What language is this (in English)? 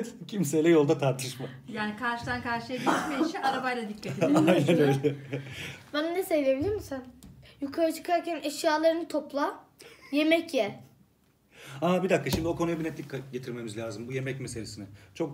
Turkish